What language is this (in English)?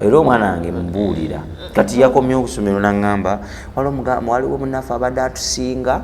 Ganda